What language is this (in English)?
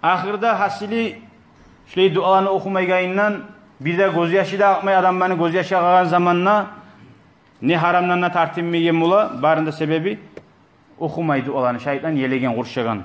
Kumyk